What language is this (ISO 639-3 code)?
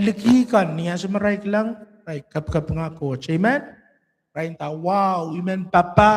pon